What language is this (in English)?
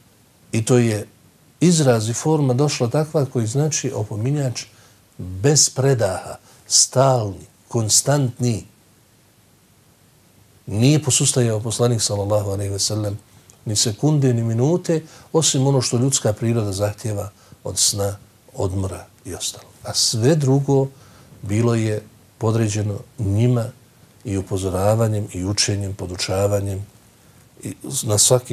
Bosnian